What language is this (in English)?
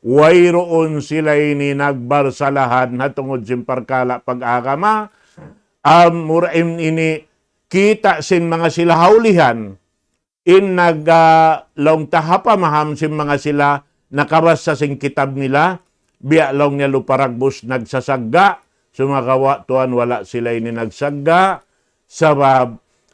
Tausug